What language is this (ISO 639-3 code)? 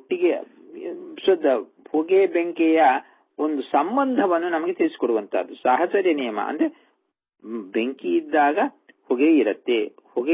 kan